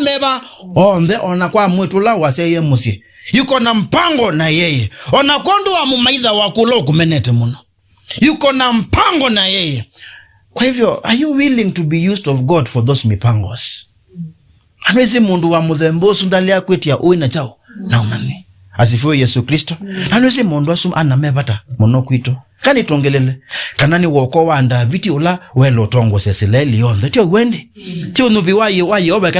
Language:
Kamba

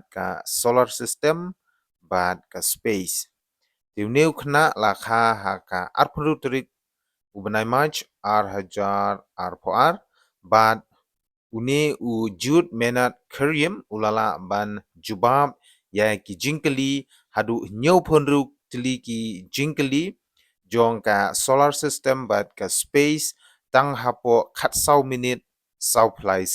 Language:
Khasi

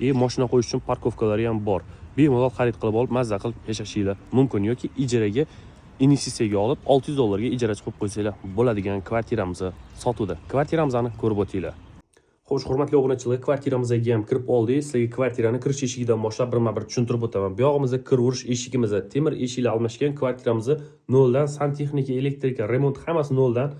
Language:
Uzbek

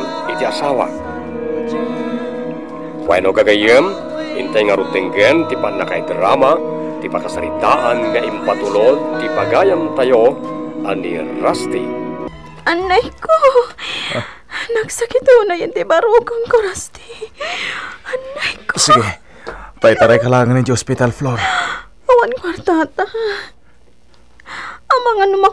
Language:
Iloko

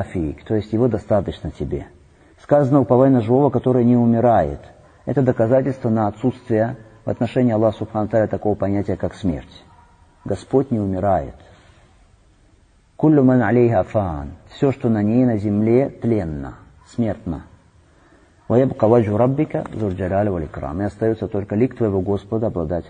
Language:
Russian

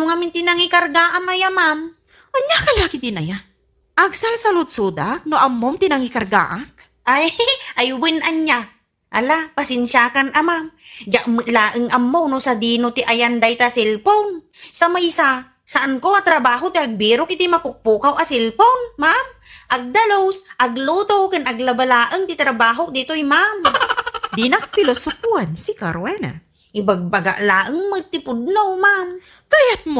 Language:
Iloko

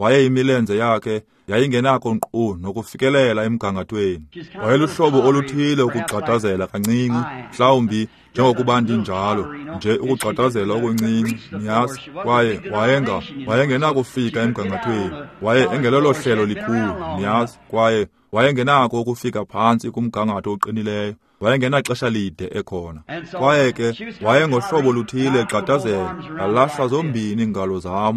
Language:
Xhosa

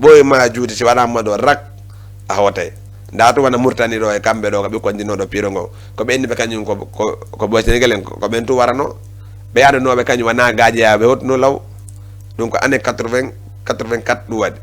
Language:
Fula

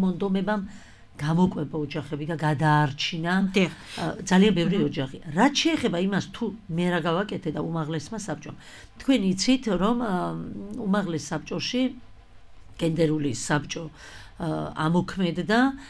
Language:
Georgian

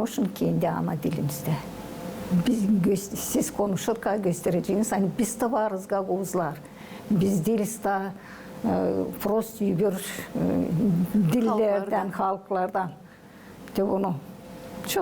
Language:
Gagauz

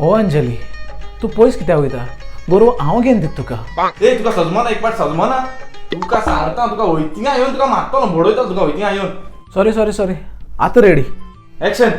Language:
Konkani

